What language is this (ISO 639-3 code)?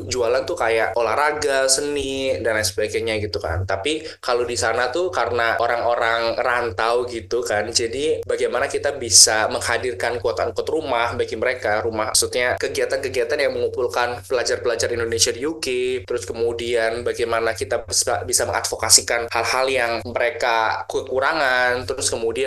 ind